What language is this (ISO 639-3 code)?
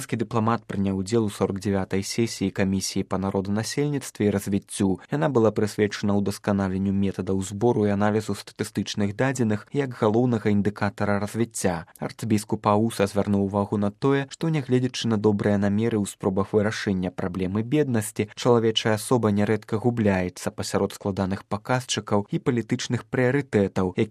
bel